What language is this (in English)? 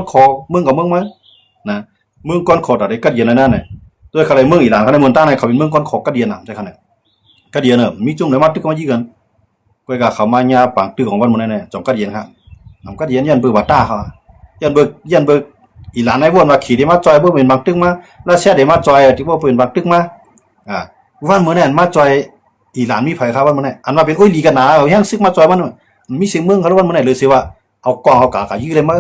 Shan